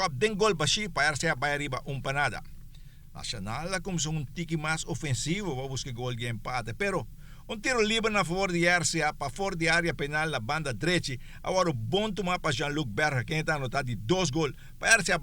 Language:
Papiamento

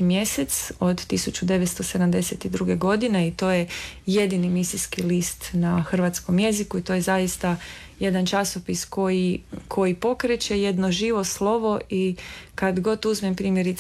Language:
Croatian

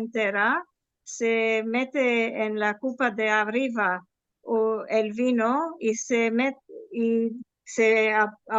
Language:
Ladino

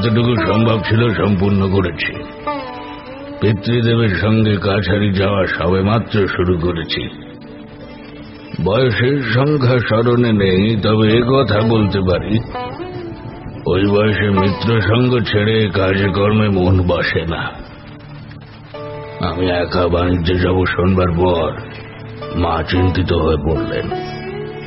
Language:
Bangla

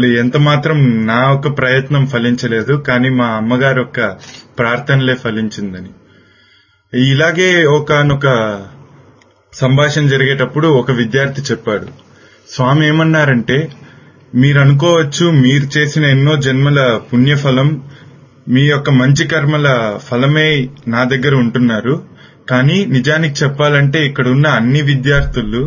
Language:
Telugu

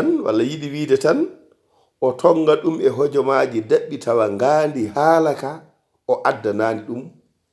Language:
Fula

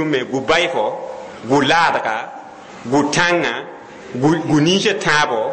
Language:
Mossi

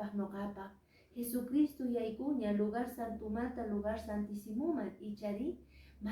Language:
Quechua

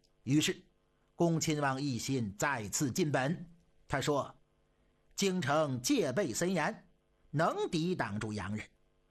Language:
Chinese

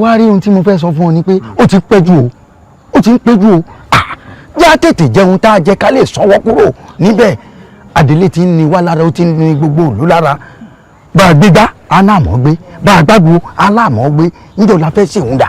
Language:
Yoruba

